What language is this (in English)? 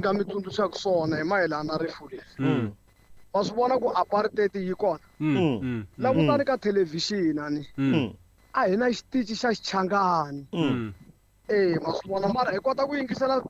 Tsonga